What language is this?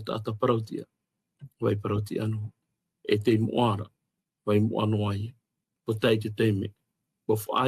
Tahitian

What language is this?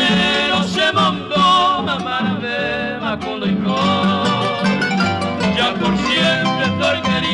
Spanish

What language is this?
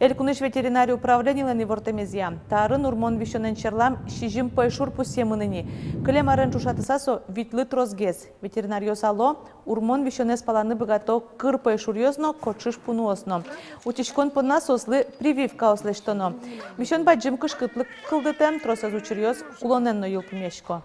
Udmurt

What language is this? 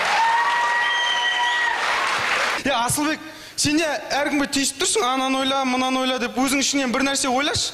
Kazakh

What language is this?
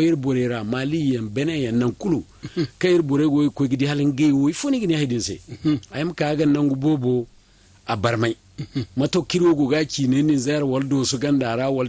Zarma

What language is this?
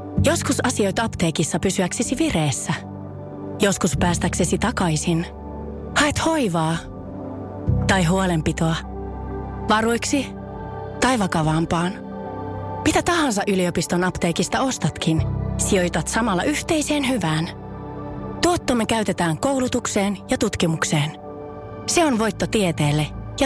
Finnish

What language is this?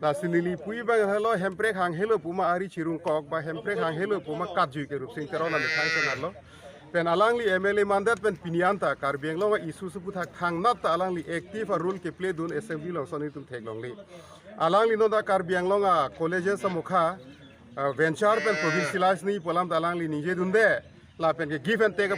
Karbi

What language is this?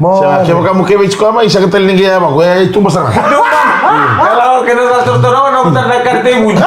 Fijian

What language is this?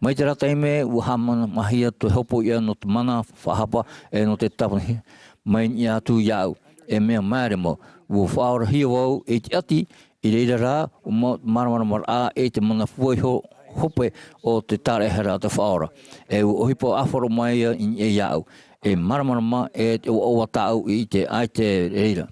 Tahitian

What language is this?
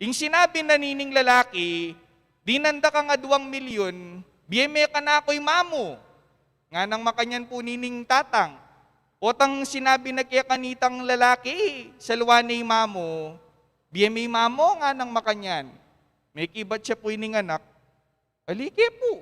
Pampanga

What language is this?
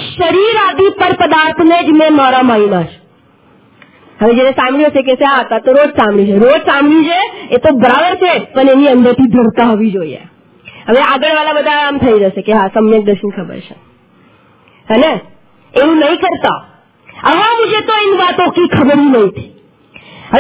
Gujarati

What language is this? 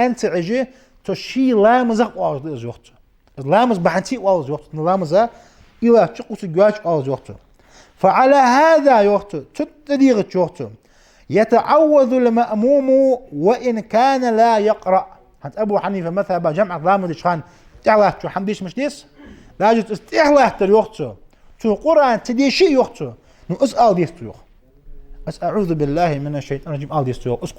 Ingush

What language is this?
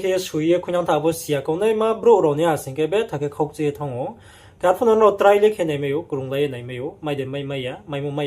Riang (India)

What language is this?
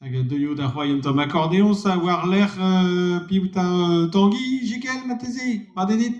Breton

